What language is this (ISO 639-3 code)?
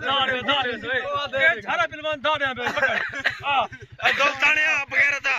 skr